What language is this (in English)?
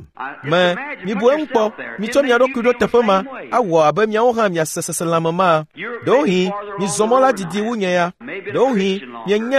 Ewe